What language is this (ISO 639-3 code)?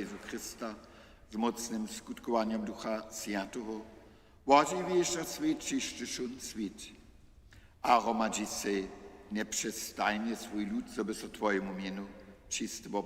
hsb